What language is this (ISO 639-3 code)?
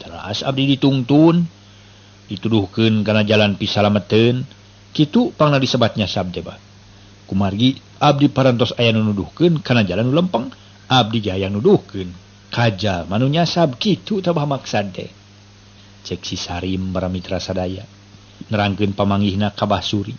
sun